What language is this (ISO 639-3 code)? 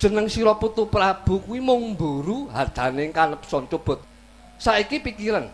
jav